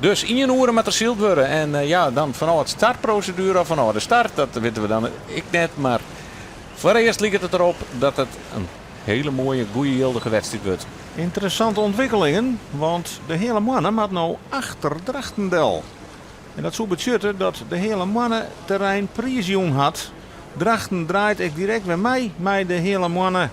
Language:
Western Frisian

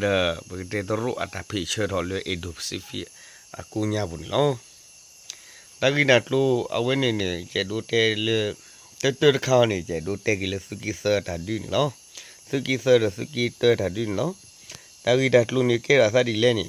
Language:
S'gaw Karen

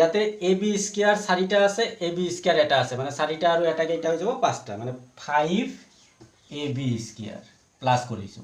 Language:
Assamese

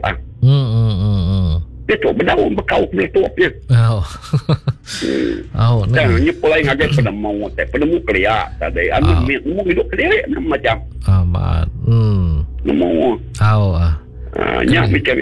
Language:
Iban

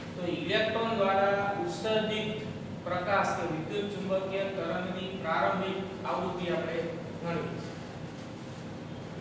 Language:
Gujarati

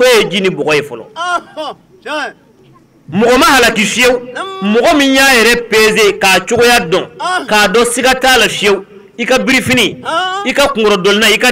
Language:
Bambara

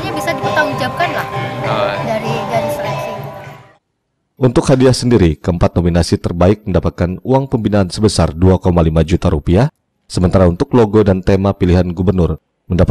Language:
Indonesian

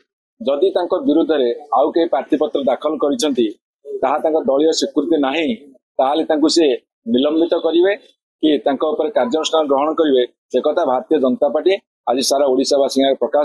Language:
Odia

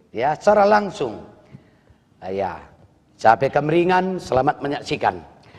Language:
Batak Karo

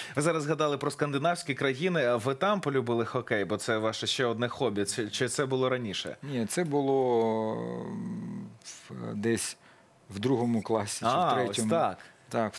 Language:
Ukrainian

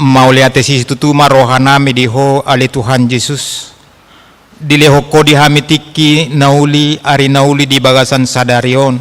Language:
Batak Toba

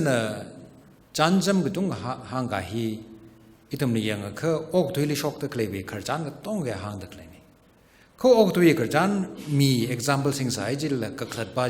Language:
Tangkhul Naga (India)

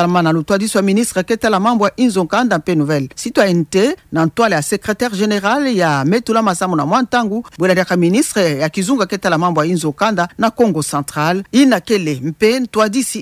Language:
Kituba (Democratic Republic of Congo)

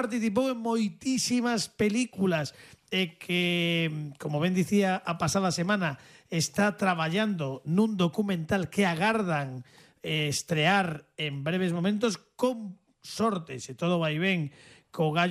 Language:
Galician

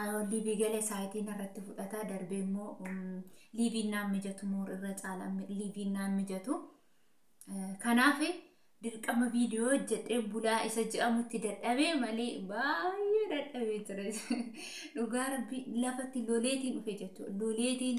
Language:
Oromo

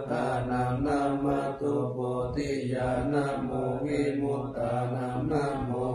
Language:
Pali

